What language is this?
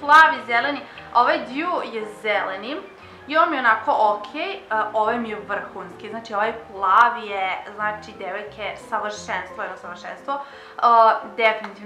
Serbian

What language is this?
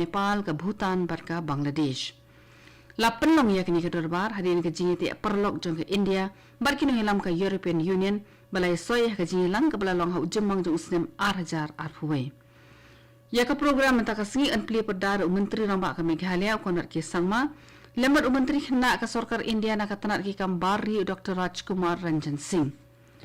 Khasi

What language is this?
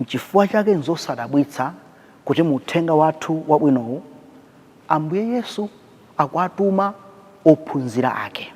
Nyanja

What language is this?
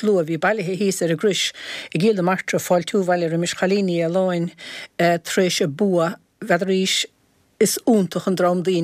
Irish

